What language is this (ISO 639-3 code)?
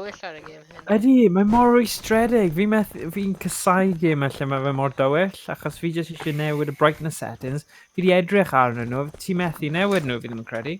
cym